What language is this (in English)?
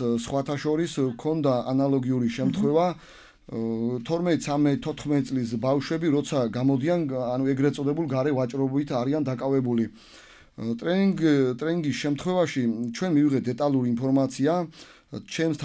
Georgian